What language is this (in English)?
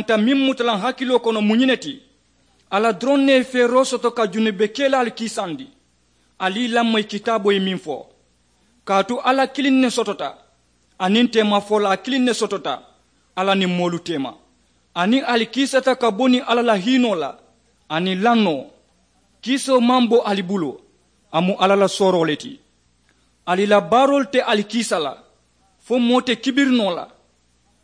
Mandingo